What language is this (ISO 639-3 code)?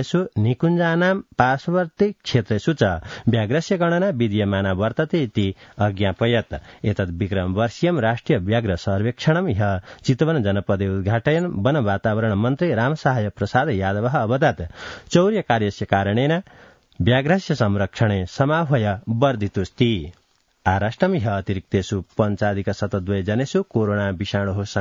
san